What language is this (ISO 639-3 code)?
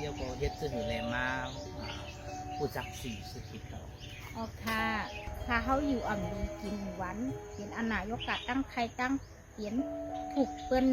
shn